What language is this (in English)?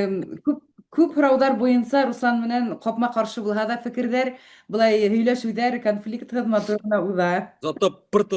Bashkir